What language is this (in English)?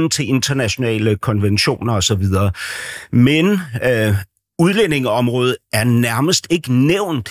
Danish